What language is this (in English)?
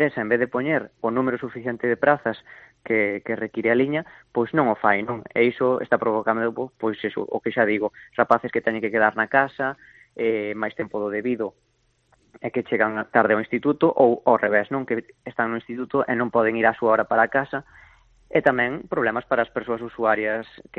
Galician